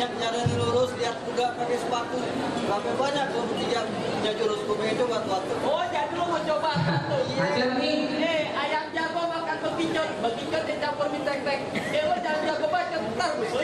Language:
Betawi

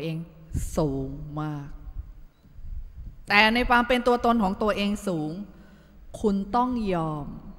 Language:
Thai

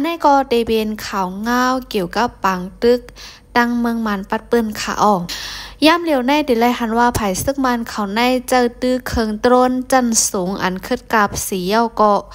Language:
Shan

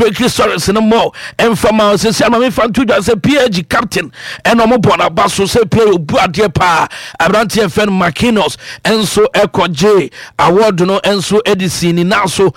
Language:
Akan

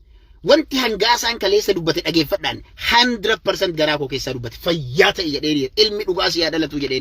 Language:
Oromo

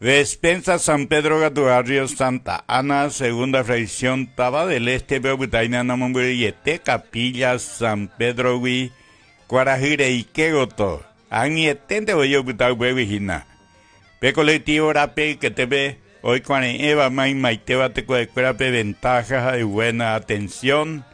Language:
Guarani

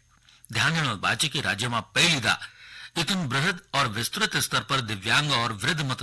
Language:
Garhwali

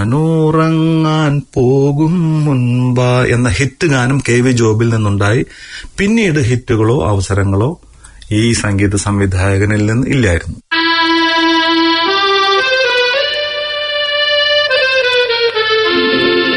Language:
Malayalam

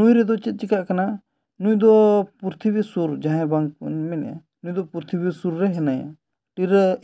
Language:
Santali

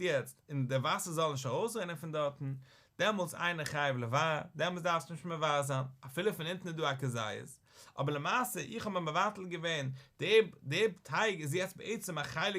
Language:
Yiddish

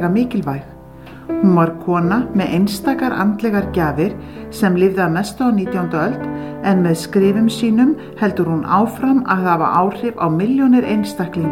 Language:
Icelandic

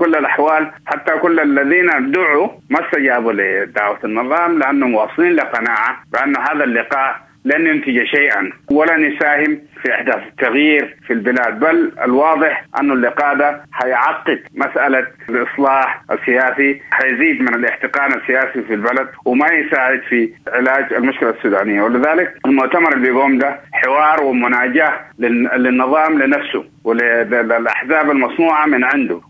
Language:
Sudanese Arabic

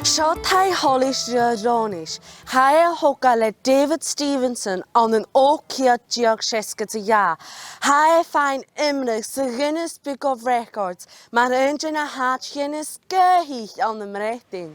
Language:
Scottish Gaelic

